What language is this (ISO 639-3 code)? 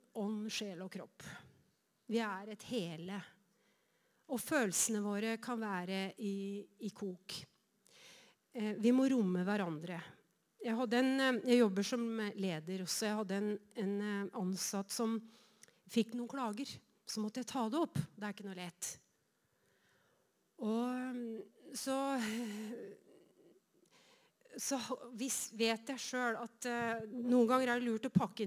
nor